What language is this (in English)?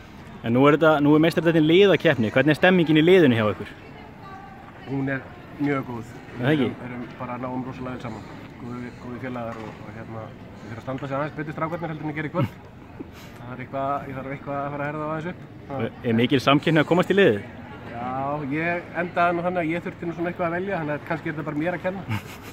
Icelandic